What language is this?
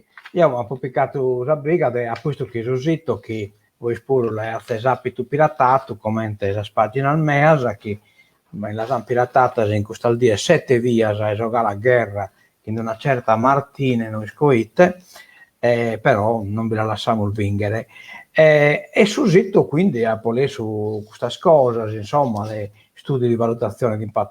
Sardinian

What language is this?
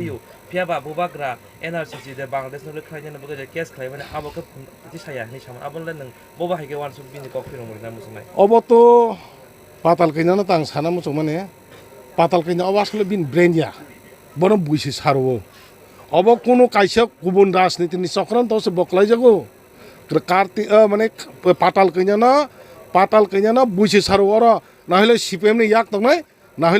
Kok Borok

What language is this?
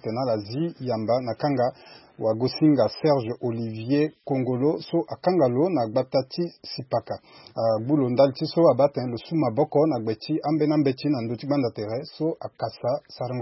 Sango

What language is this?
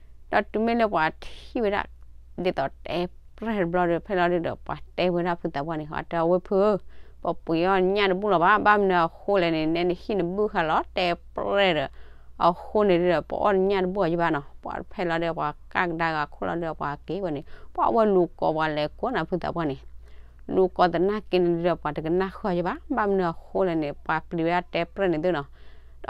S'gaw Karen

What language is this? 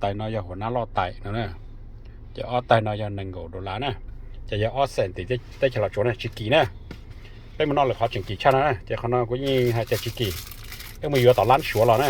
Hmong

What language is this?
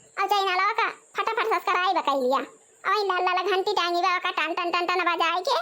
Awadhi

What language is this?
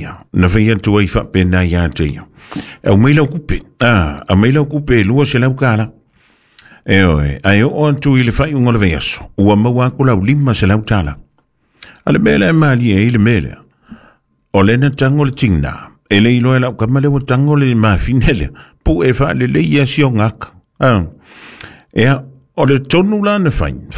Samoan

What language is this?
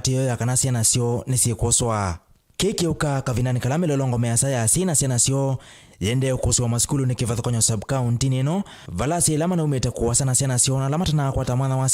Kamba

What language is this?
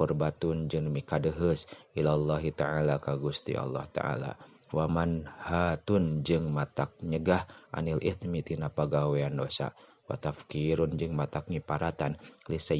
Sundanese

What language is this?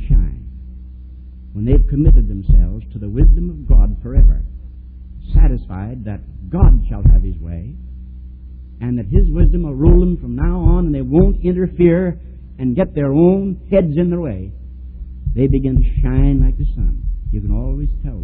English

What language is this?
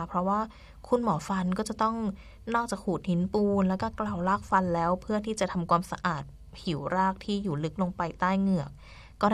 Thai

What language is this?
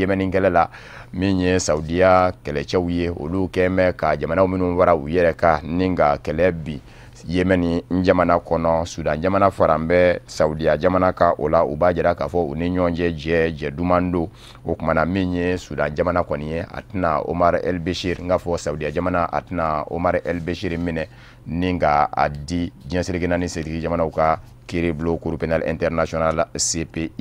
Bambara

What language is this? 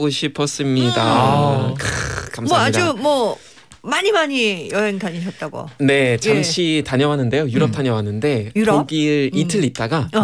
Korean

